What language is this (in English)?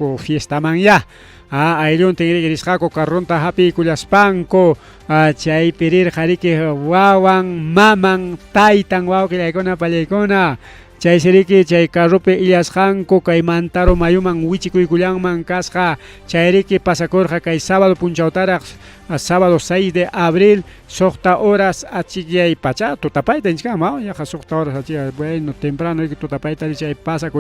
Ayacucho Quechua